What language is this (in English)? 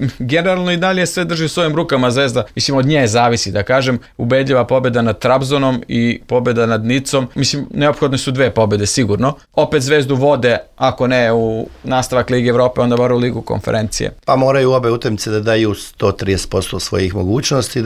Serbian